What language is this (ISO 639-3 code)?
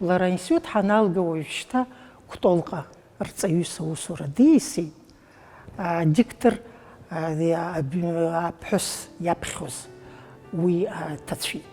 abk